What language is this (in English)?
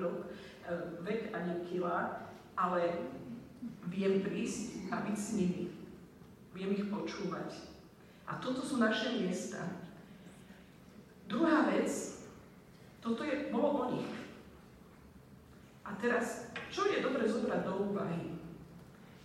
Slovak